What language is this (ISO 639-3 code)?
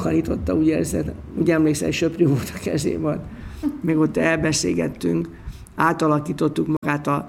hun